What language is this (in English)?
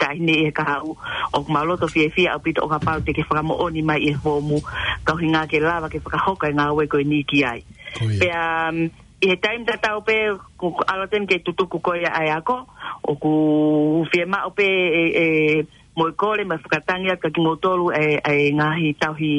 Tongan